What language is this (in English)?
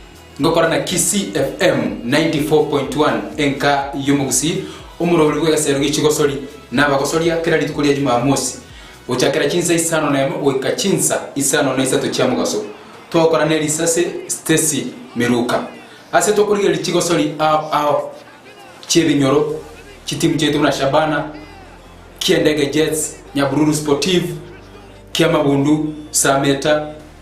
Gusii